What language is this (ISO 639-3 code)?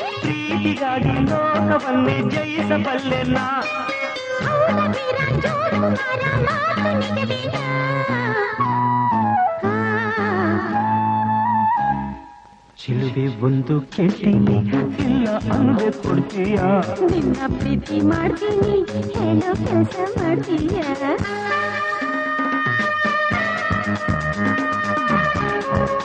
kan